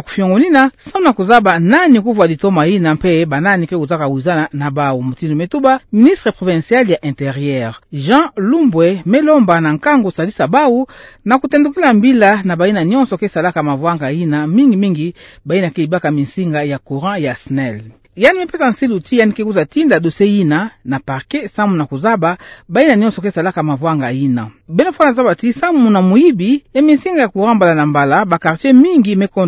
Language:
Kituba (Democratic Republic of Congo)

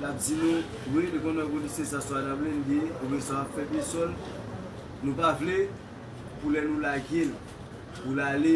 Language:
Haitian Creole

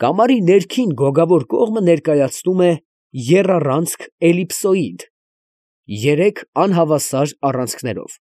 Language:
Armenian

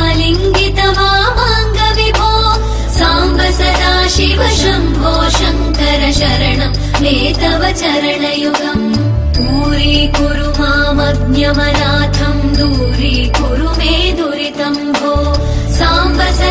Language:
Telugu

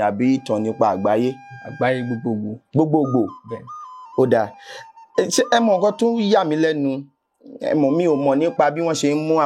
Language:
Yoruba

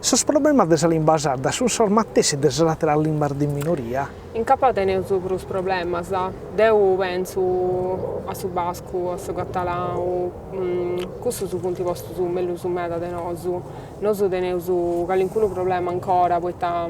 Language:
Sardinian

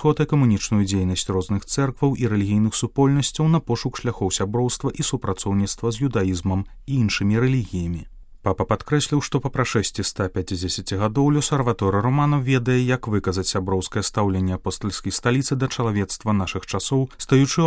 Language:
Belarusian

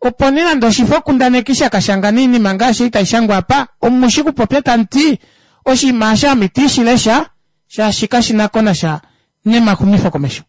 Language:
Kuanyama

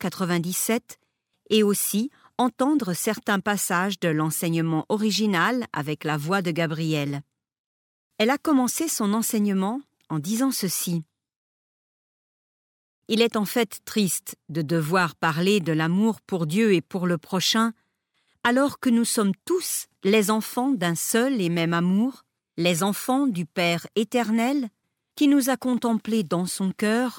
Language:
French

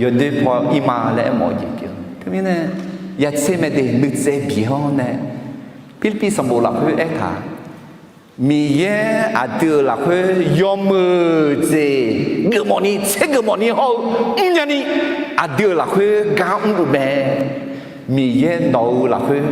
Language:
Akha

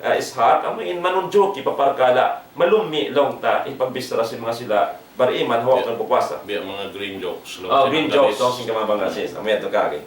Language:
Tausug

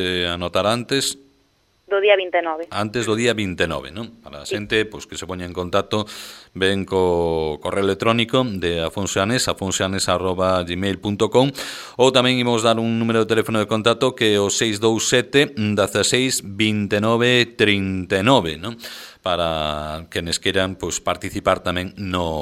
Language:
Galician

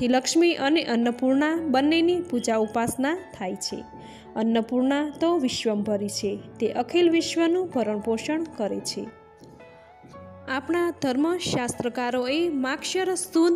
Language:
Gujarati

